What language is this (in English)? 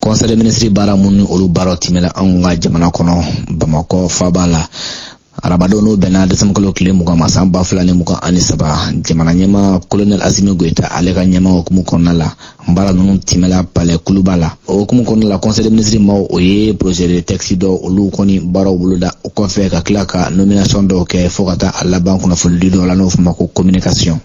Bambara